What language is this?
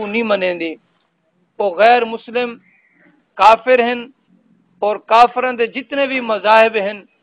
Saraiki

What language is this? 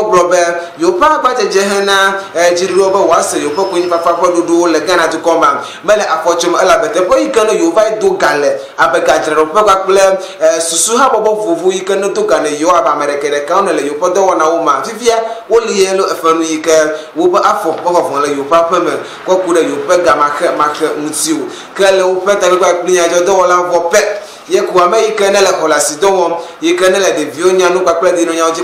Ewe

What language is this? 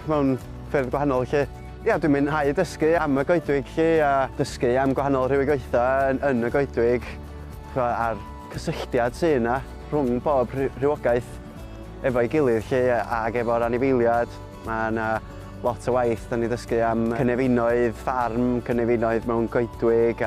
Welsh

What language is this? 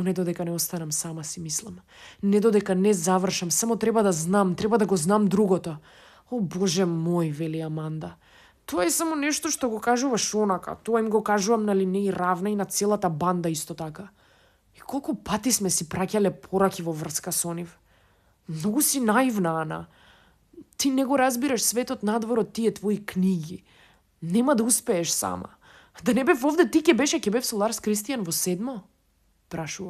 Macedonian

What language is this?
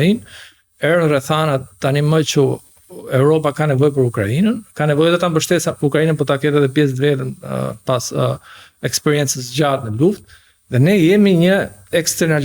Albanian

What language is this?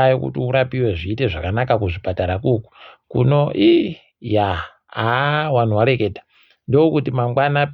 Ndau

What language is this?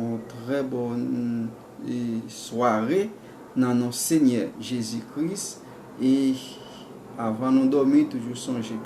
Haitian Creole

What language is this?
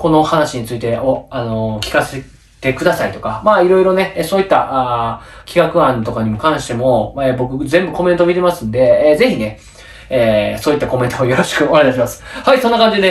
Japanese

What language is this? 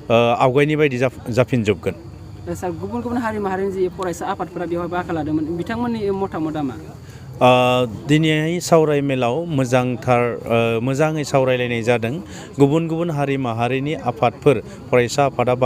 Bodo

